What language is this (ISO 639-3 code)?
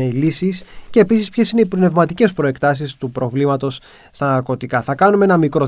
ell